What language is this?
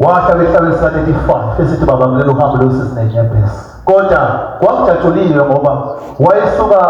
Zulu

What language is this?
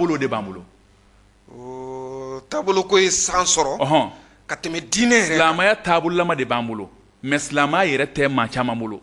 Bambara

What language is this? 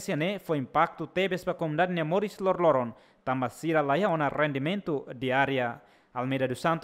Tetum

